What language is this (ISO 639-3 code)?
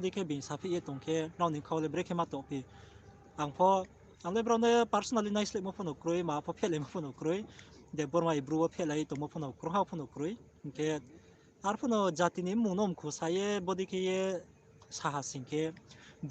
ria